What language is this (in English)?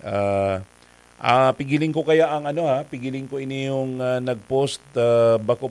Bikol